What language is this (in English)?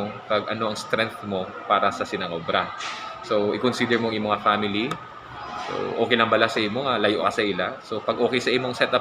Hiligaynon